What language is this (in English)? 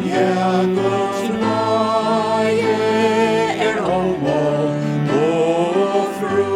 Faroese